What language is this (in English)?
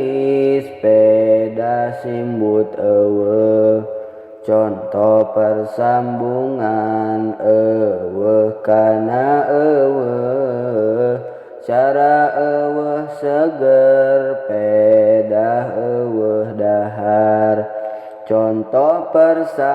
Sundanese